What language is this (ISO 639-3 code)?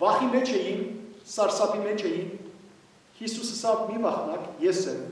hyw